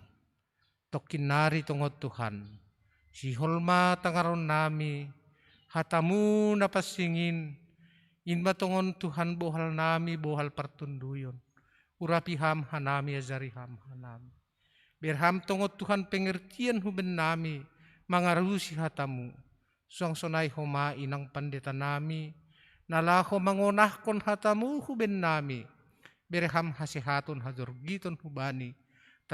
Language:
Batak Simalungun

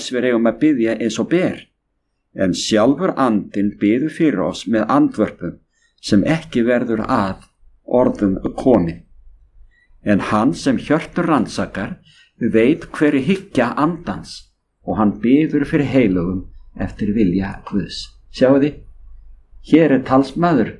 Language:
Icelandic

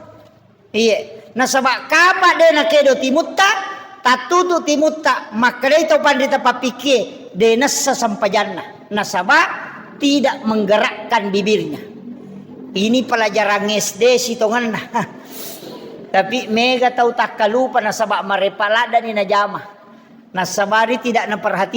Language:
Buginese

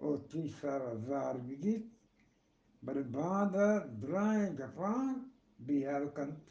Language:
Eastern Balochi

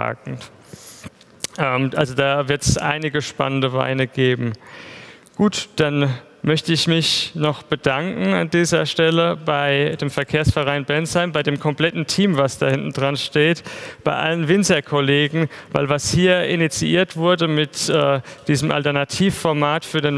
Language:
German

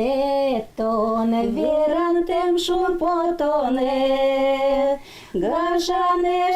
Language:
Udmurt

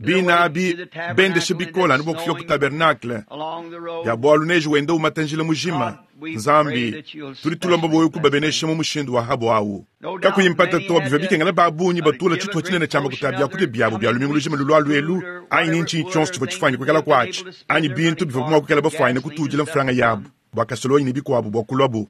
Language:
Luba-Lulua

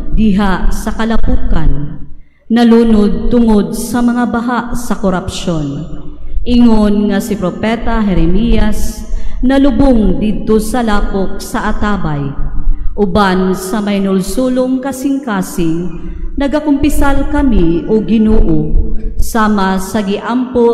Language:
Cebuano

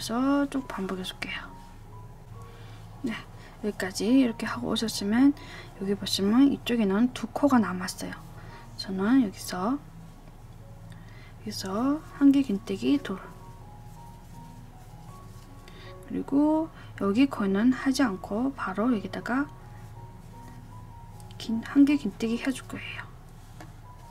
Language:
Korean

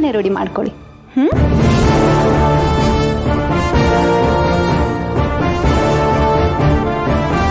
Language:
Kannada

